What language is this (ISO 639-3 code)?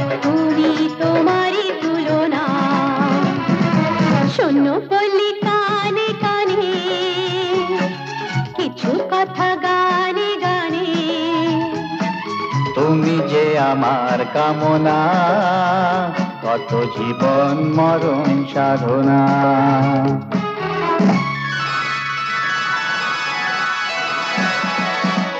ben